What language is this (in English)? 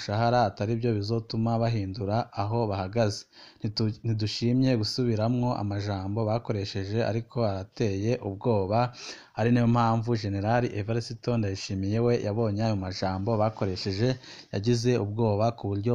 Rundi